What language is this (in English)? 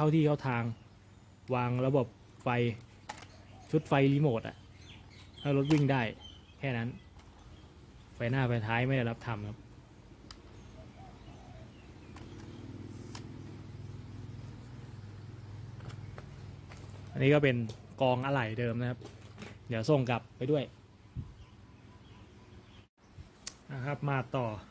Thai